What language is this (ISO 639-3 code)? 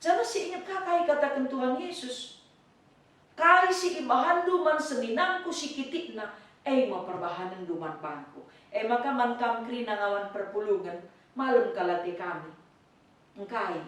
btx